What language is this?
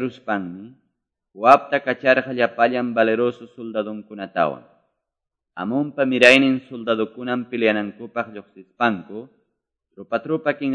Quechua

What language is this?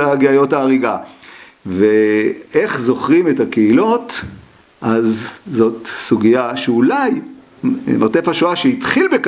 Hebrew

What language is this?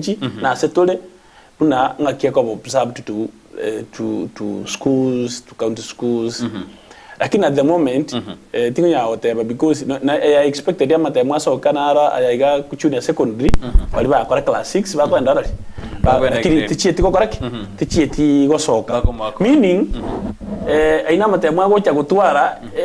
Gusii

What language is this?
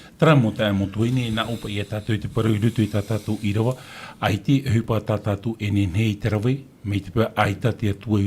Tahitian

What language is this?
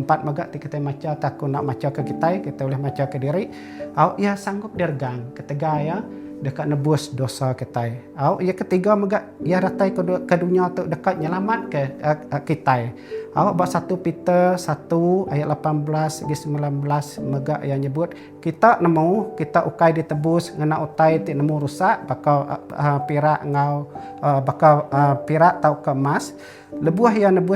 Iban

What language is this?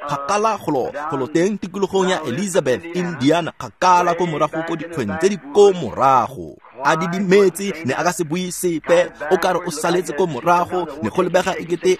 Tswana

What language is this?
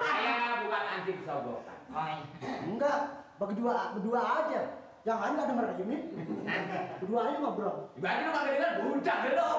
Betawi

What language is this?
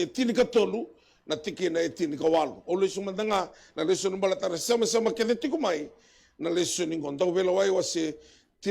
Fijian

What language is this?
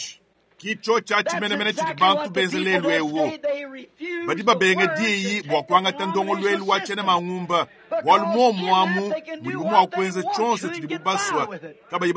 Luba-Lulua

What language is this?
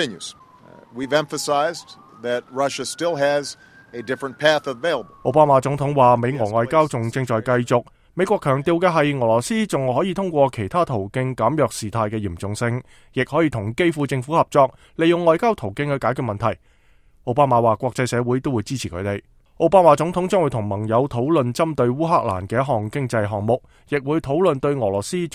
Cantonese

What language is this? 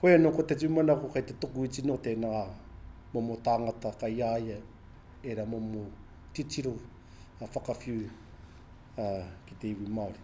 Māori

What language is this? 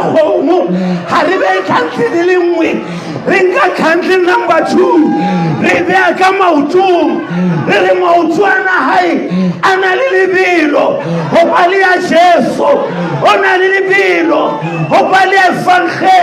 Southern Sotho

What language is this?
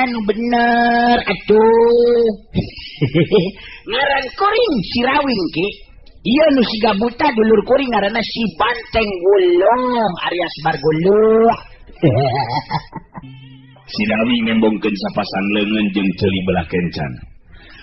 Sundanese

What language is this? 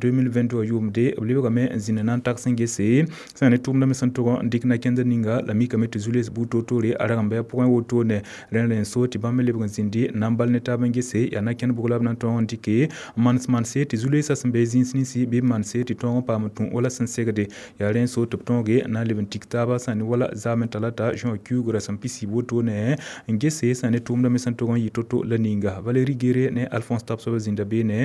Mossi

